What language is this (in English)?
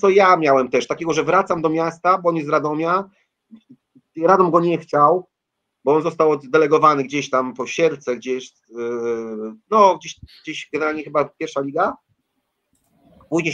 Polish